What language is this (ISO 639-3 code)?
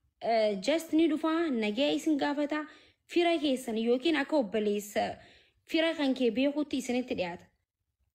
orm